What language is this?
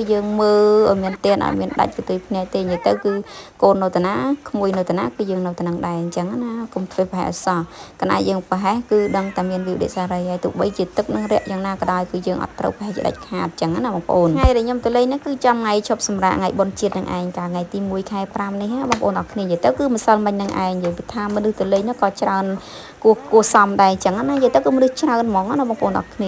Khmer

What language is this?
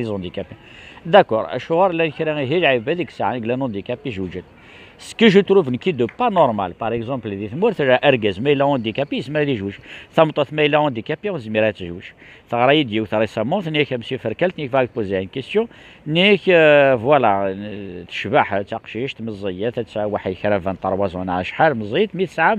Kabyle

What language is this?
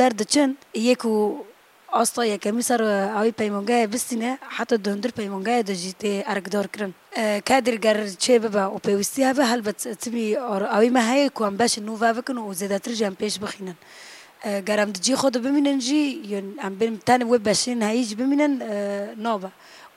Kurdish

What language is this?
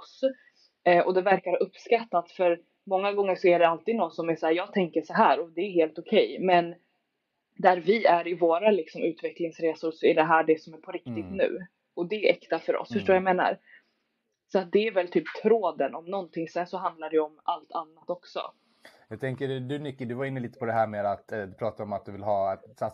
Swedish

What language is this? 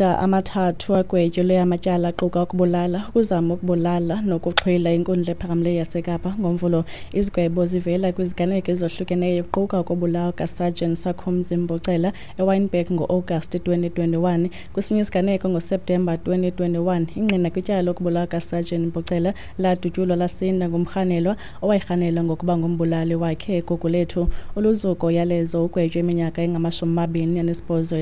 Xhosa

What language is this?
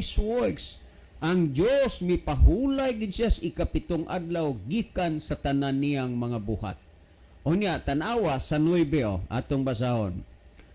Cebuano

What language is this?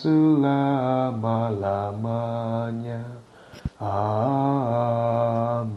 Indonesian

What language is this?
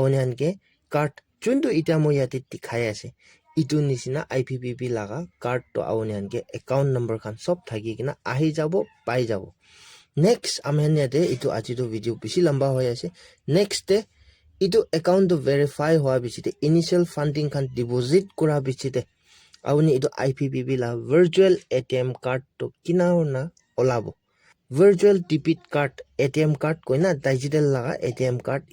Naga Pidgin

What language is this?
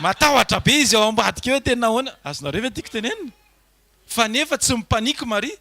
Malagasy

